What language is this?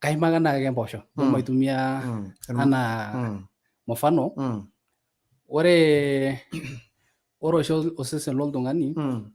Masai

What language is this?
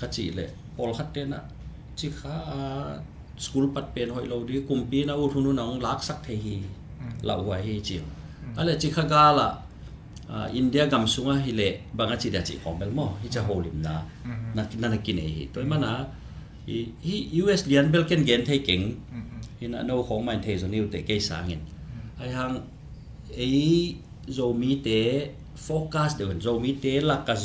Tedim Chin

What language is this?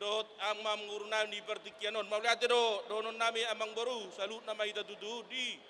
Batak Toba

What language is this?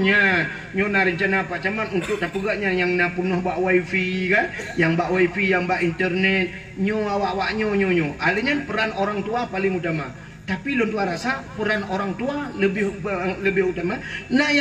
Achinese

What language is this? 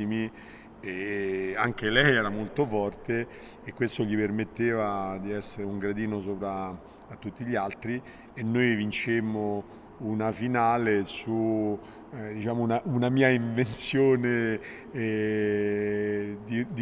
Italian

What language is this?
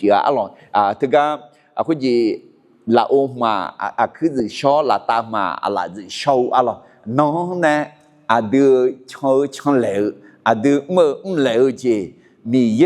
Akha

